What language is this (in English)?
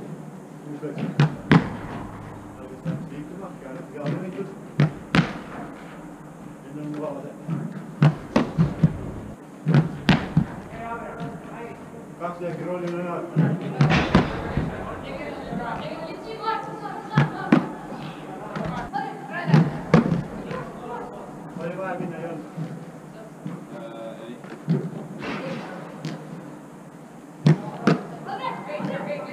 Estonian